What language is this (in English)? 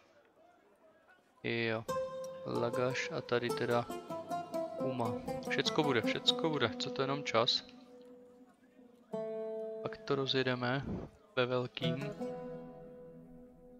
Czech